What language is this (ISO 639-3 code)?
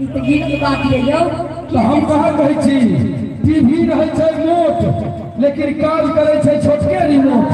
mai